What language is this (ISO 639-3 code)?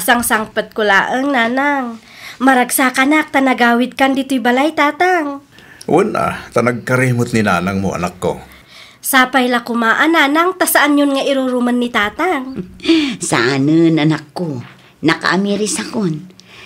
ilo